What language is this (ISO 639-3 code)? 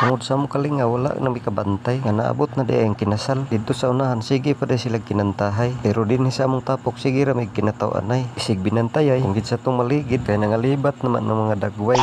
ceb